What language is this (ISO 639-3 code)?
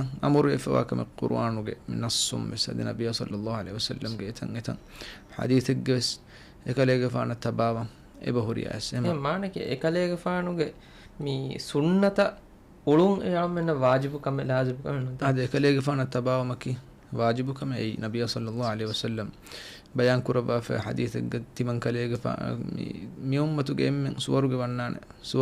div